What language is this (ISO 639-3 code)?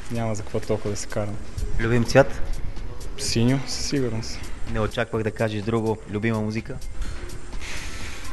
bul